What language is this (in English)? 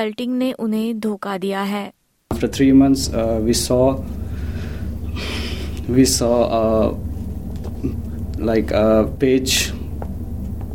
Hindi